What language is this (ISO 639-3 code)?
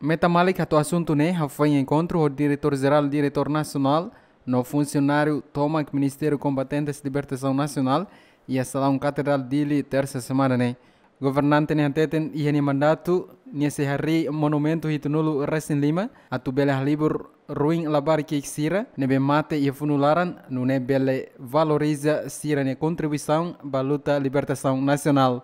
tet